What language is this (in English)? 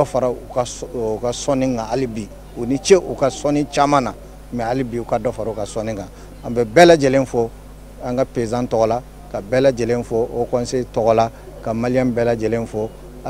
Bambara